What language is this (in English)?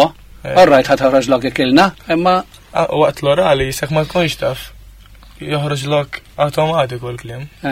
Maltese